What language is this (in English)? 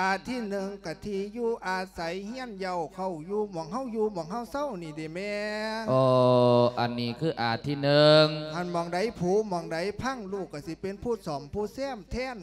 Lao